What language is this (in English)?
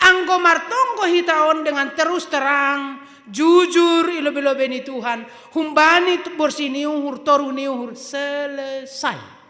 Batak Simalungun